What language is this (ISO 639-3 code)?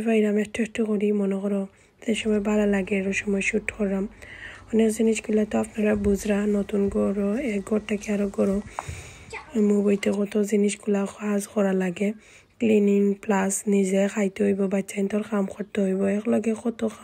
syl